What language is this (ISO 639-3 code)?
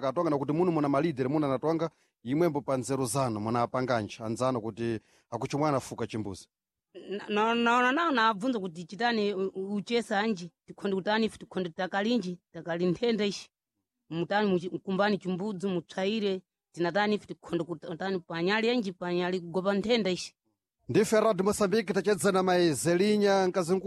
seh